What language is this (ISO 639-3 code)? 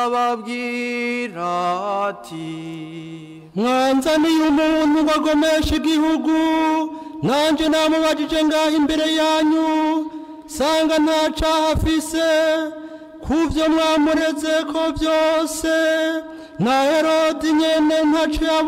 run